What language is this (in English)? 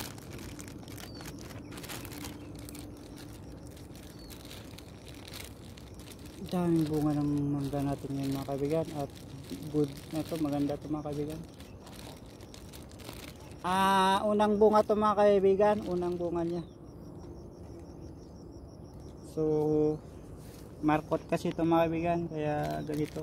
Filipino